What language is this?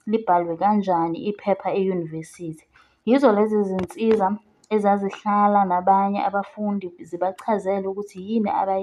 Zulu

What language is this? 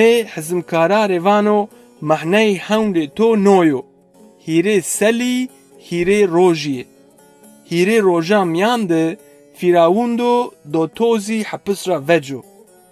Zaza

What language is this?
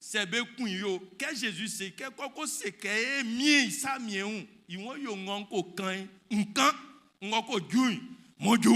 Baoulé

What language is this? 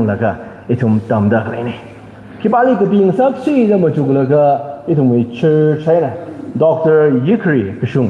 Tangkhul Naga (India)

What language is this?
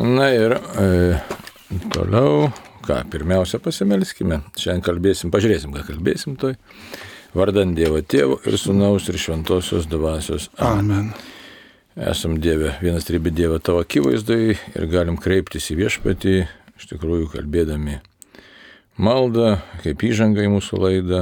Lithuanian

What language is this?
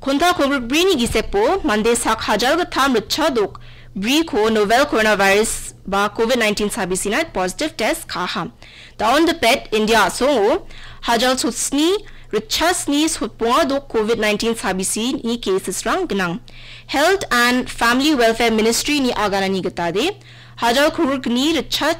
Garo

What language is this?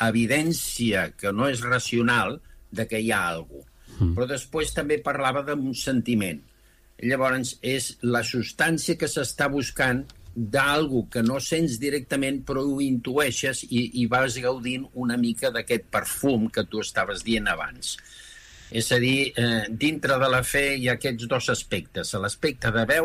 Catalan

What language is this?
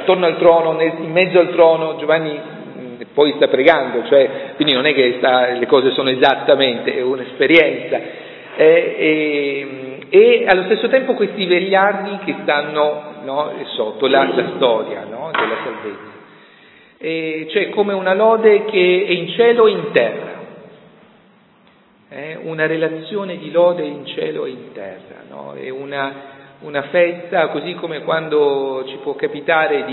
Italian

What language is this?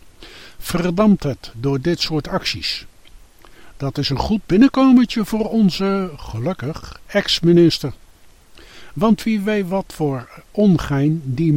Dutch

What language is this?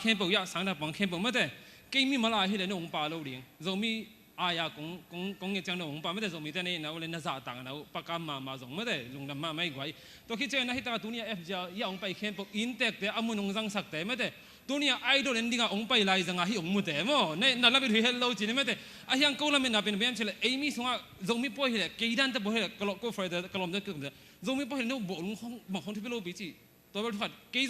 Tedim Chin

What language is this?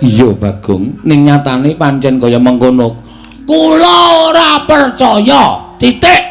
Javanese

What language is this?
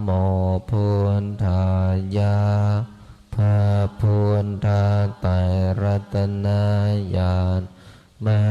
Pali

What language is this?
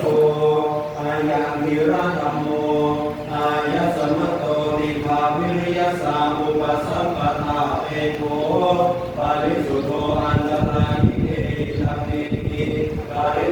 Pali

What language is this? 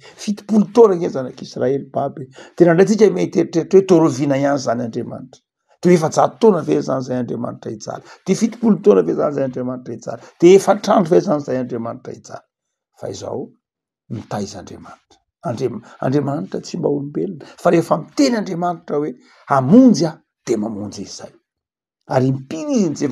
Malagasy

